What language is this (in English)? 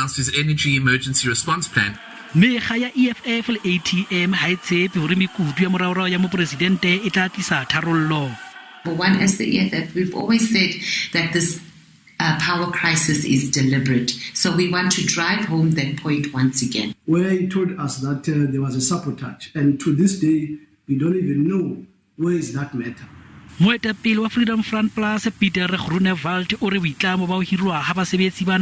Southern Sotho